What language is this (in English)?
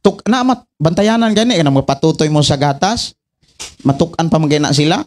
Cebuano